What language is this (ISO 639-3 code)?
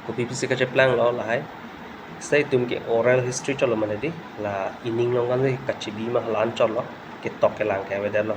mjw